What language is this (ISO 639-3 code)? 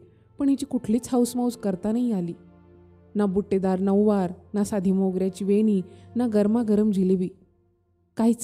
mar